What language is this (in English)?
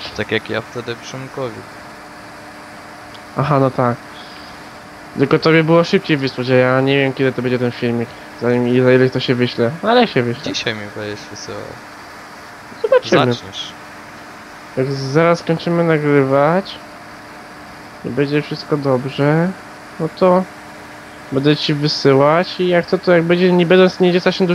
Polish